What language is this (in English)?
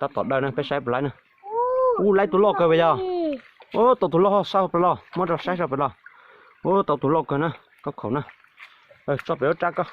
Hmong